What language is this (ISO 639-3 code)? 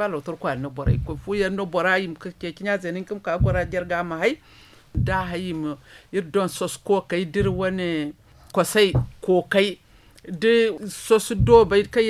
dje